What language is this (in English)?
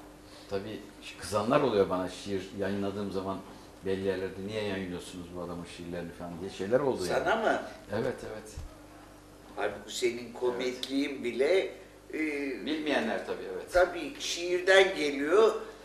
Turkish